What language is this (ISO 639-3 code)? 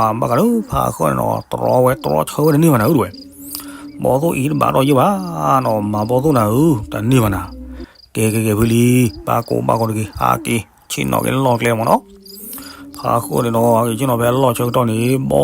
ksw